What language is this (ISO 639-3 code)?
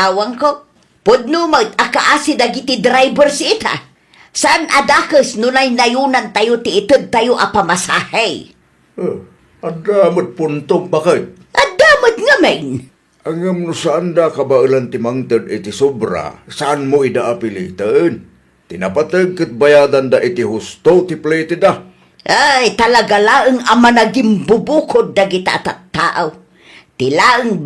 ilo